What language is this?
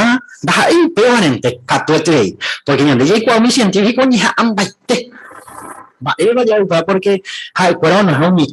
Guarani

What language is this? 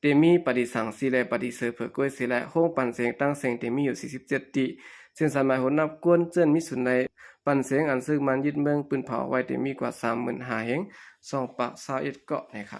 Shan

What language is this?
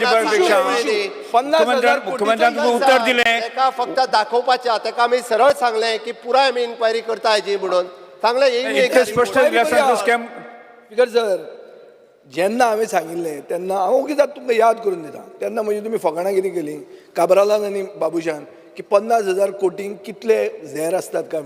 Konkani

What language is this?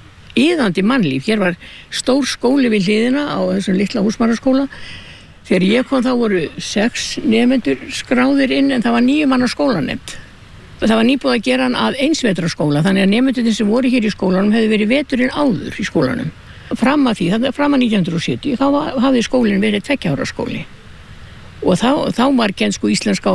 Icelandic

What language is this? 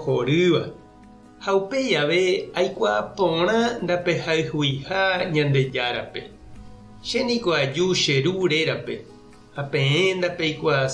Guarani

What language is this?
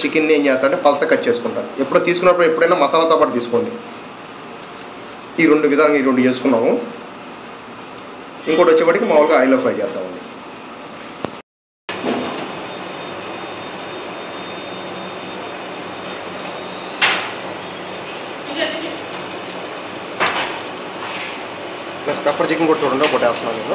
Telugu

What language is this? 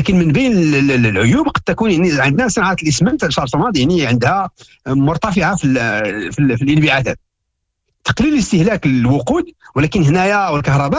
Moroccan Arabic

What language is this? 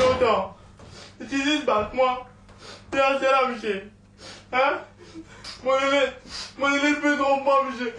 Morisyen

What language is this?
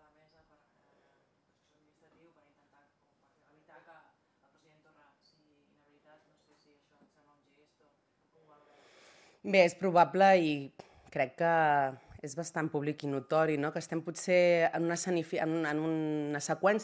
Catalan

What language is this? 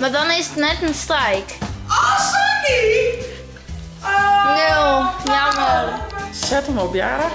Western Frisian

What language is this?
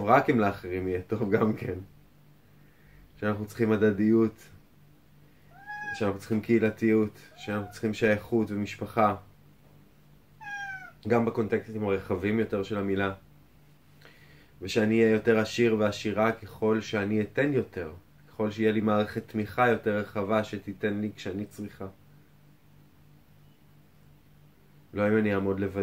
Hebrew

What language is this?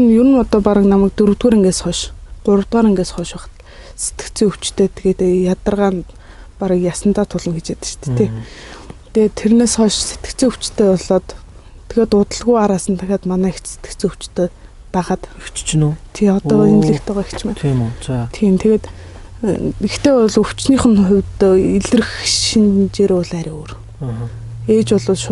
Mongolian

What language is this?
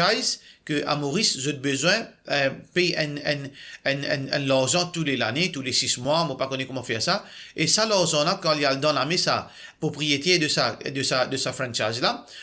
Morisyen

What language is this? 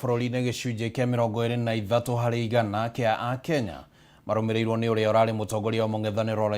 Kikuyu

